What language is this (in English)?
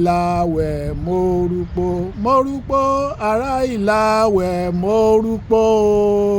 Yoruba